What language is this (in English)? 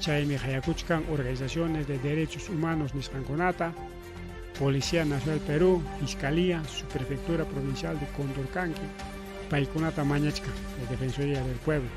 Ayacucho Quechua